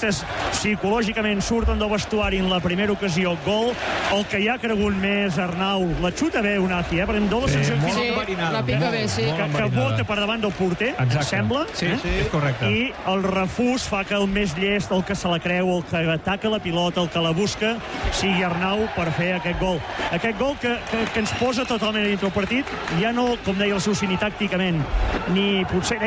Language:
Catalan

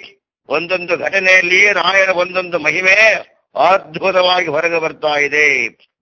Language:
Kannada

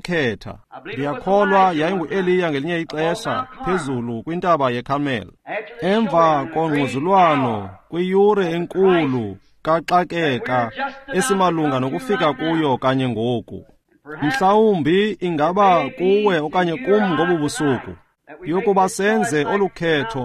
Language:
Xhosa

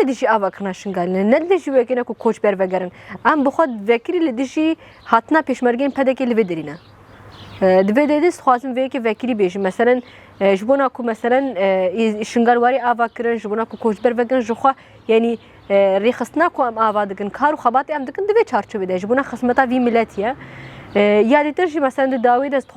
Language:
Kurdish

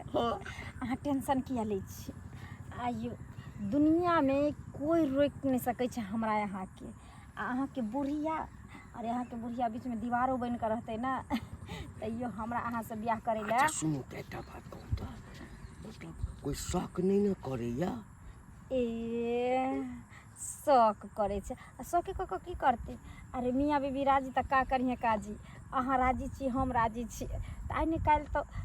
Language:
Maithili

